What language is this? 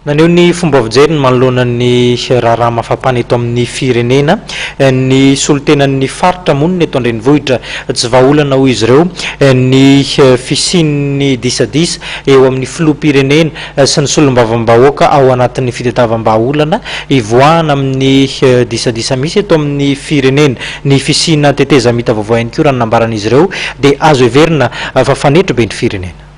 Malagasy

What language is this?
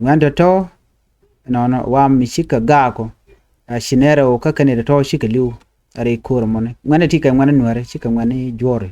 Nuer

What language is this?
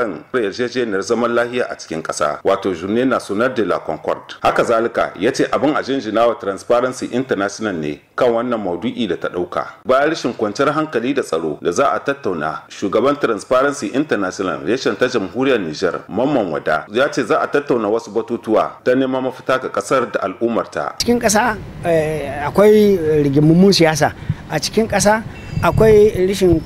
Hausa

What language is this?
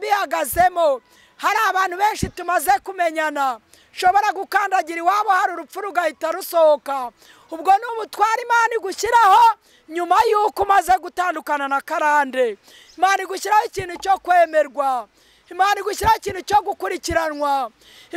Kinyarwanda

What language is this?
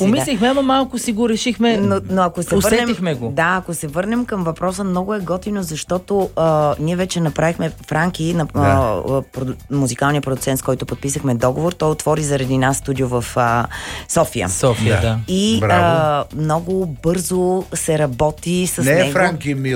Bulgarian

